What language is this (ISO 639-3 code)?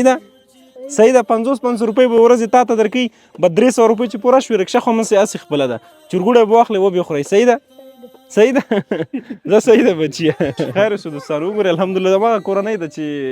pus